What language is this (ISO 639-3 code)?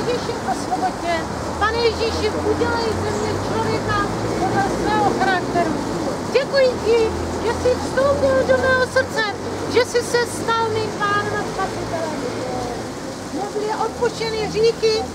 ces